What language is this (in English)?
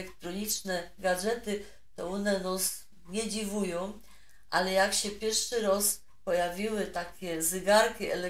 Silesian